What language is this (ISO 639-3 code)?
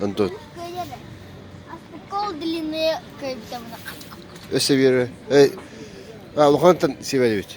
sah